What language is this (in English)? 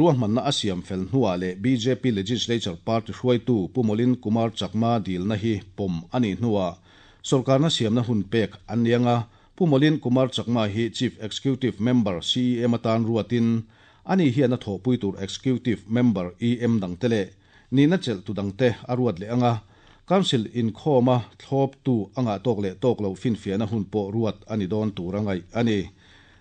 Mizo